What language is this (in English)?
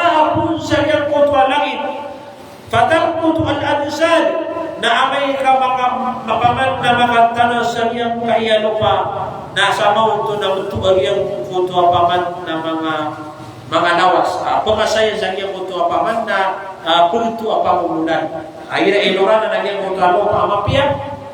Maranao